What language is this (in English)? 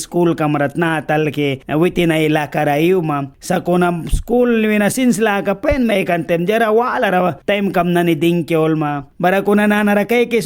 Mískito